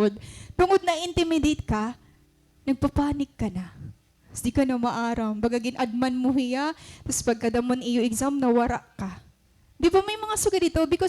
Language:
Waray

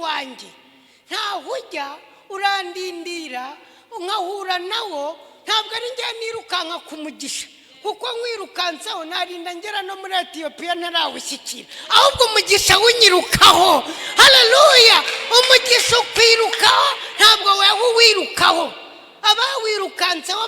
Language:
Kinyarwanda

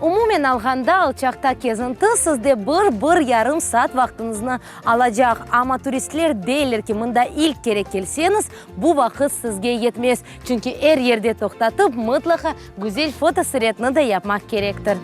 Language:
Crimean Tatar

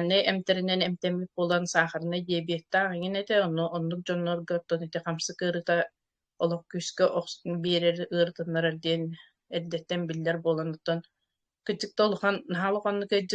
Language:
Yakut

